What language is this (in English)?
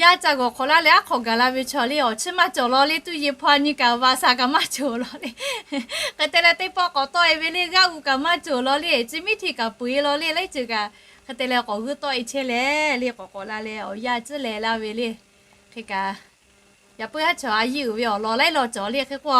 Lahu